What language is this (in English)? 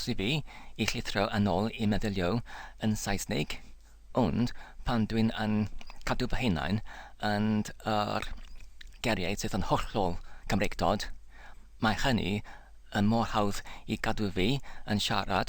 Welsh